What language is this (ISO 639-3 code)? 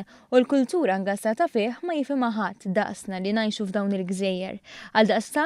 mlt